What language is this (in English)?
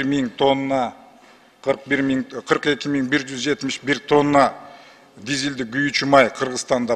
Kyrgyz